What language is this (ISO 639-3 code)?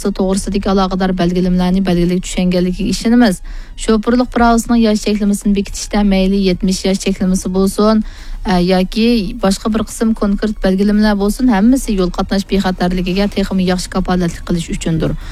uig